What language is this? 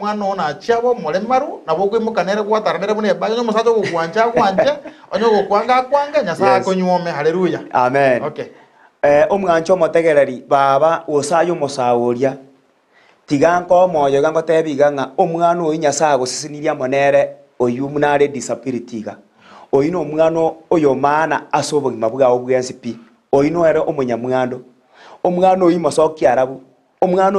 Gusii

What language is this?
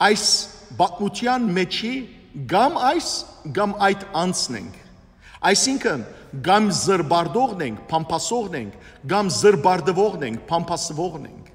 Western Armenian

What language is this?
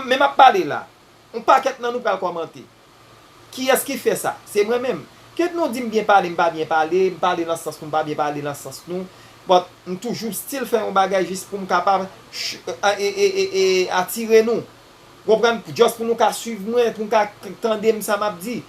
Haitian Creole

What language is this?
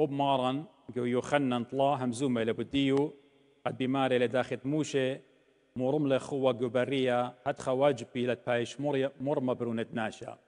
Assyrian Neo-Aramaic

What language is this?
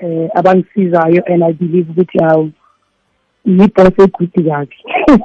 South Ndebele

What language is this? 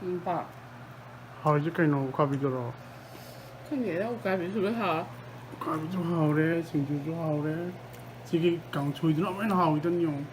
Manipuri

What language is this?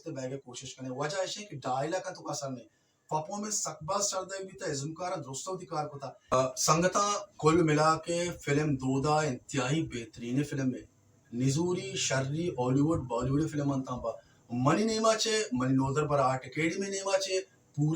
Baluchi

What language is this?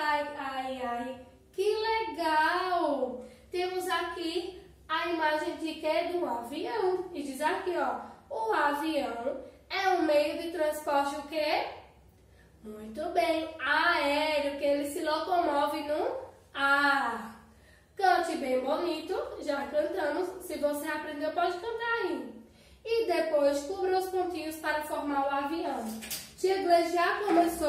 Portuguese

